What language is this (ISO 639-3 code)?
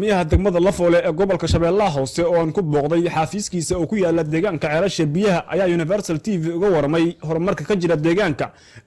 som